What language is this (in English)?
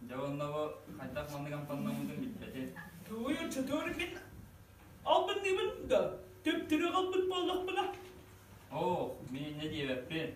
Yakut